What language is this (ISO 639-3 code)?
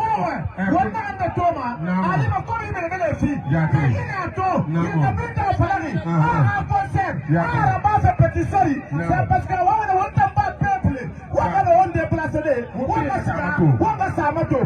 bam